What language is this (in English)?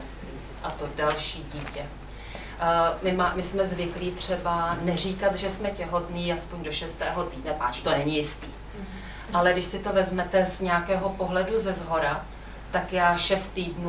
Czech